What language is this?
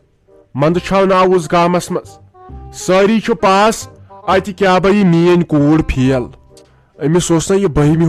Kashmiri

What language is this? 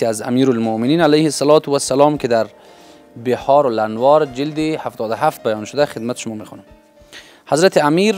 Persian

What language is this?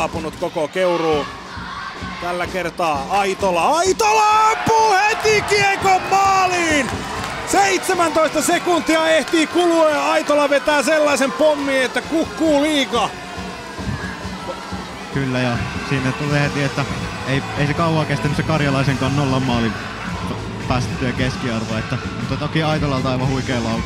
Finnish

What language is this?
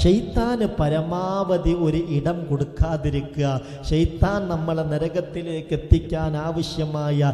Malayalam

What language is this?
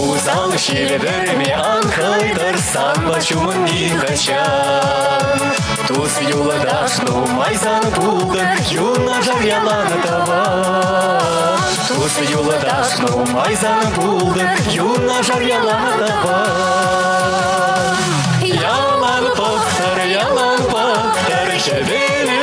Chuvash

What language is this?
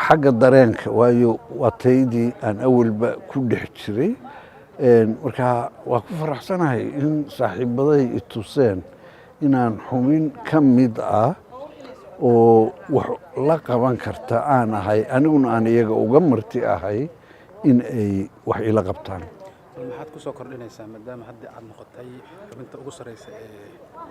Somali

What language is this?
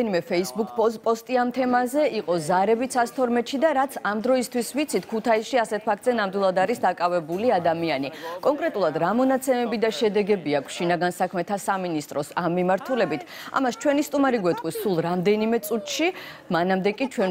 Georgian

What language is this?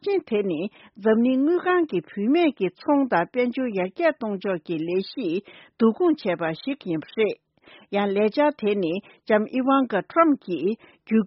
Tibetan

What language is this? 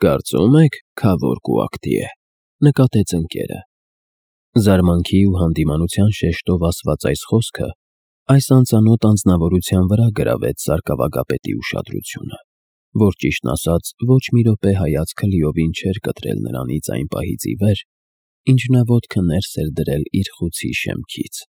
Armenian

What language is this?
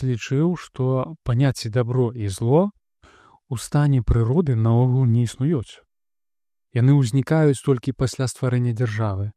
Belarusian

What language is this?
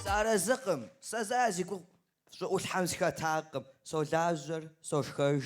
Kabardian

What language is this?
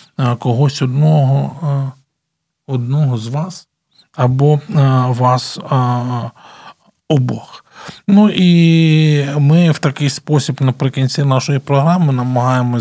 Ukrainian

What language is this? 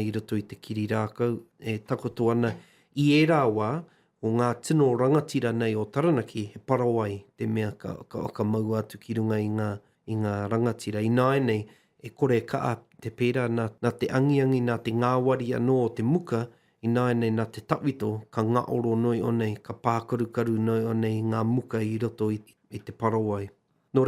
Māori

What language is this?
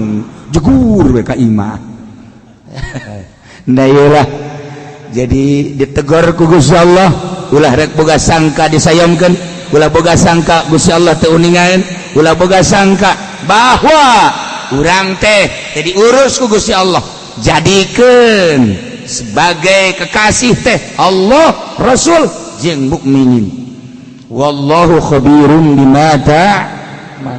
Sundanese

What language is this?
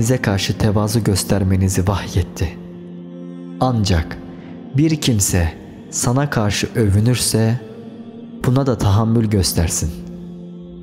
Turkish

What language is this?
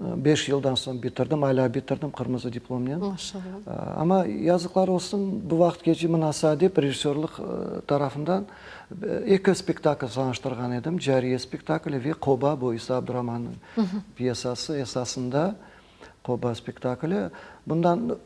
Crimean Tatar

